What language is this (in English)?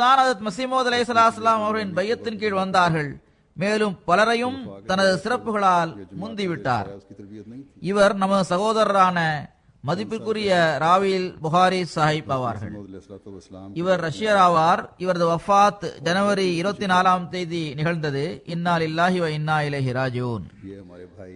Tamil